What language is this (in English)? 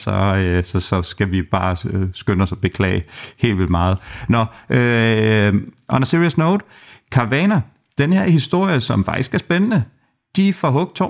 Danish